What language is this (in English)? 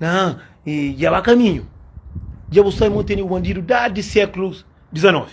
Kabuverdianu